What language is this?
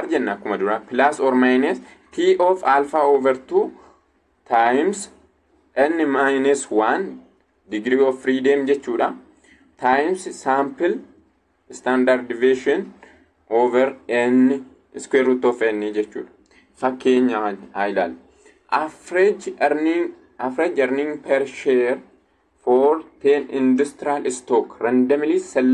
Oromo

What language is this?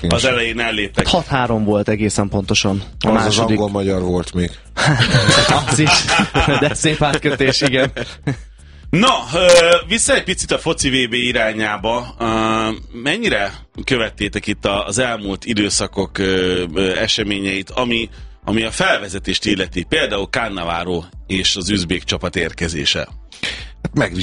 Hungarian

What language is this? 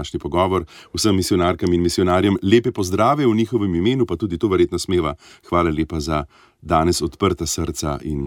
Slovenian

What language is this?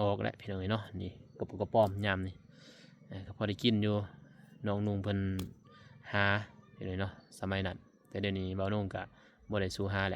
Lao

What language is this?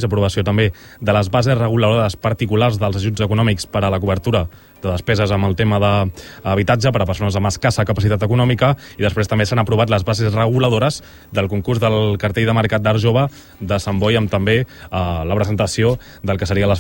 Catalan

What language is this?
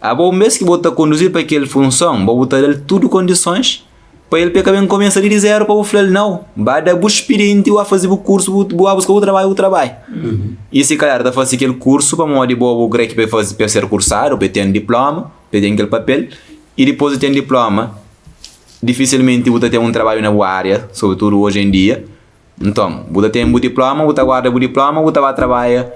Kabuverdianu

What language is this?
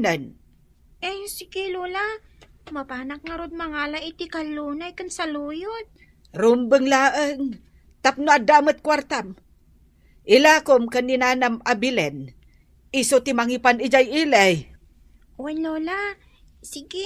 Iloko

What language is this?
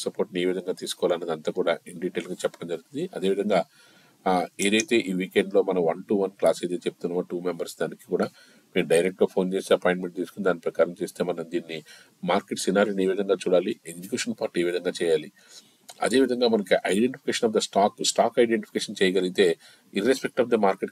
Telugu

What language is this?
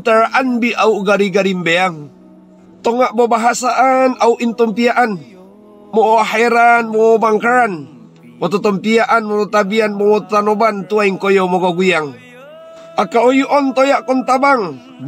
Mongondow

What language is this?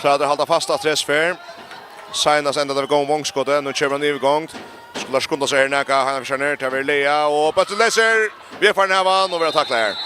Faroese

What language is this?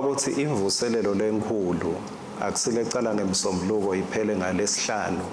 Swati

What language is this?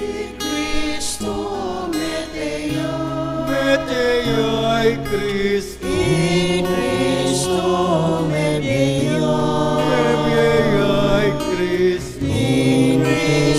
Pampanga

